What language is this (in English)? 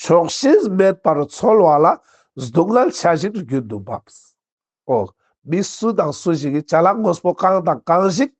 Ladakhi